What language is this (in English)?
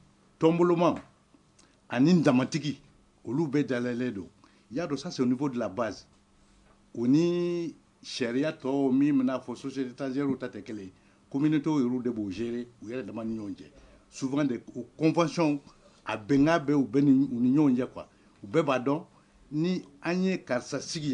Bambara